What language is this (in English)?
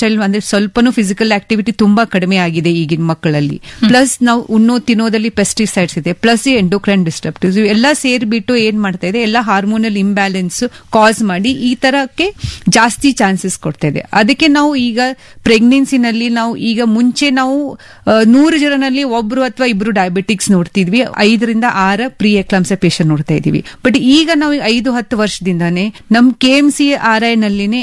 Kannada